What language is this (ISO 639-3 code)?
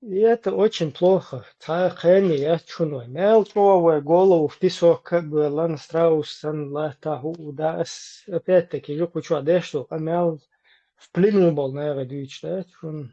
che